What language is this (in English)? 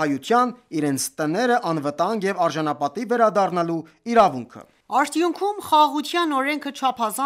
Armenian